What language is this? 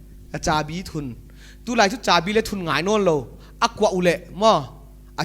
Paite Chin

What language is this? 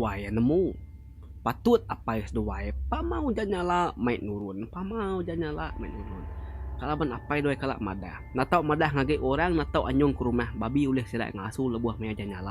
Iban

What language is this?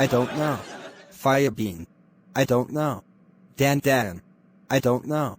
Jamaican Creole English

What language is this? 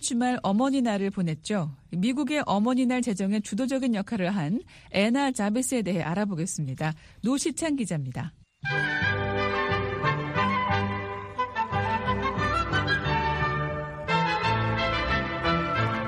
Korean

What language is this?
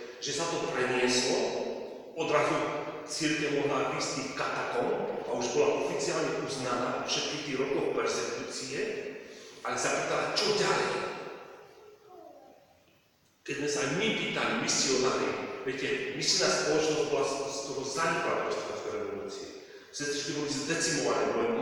Slovak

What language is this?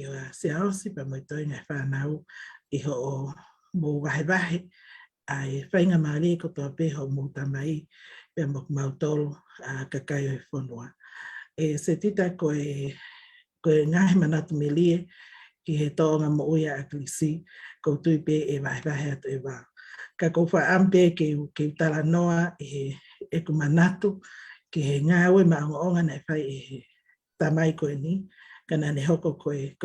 Tongan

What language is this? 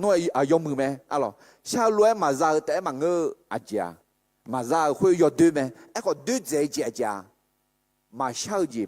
Akha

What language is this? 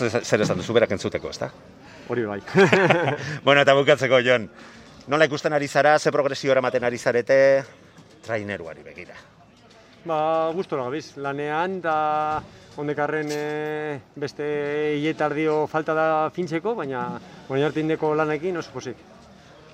Basque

